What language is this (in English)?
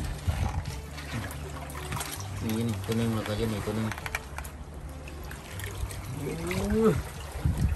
Thai